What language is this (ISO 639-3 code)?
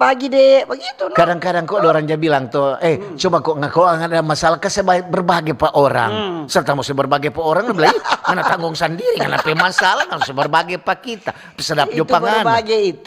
xmm